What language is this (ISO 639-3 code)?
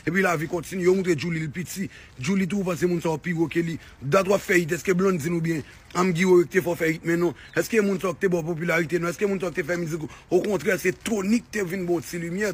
hat